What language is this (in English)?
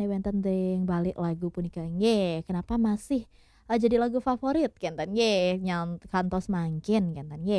Balinese